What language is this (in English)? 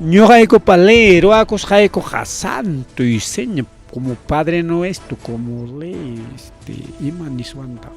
Ayacucho Quechua